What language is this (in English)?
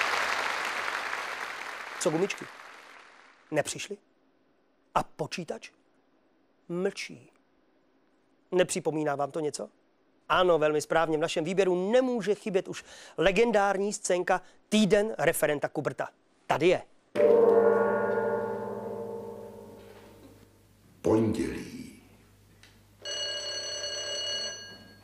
Czech